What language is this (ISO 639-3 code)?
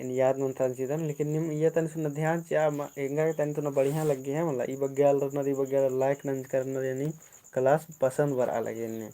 kru